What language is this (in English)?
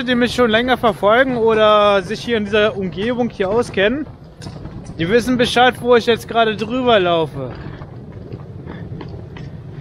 German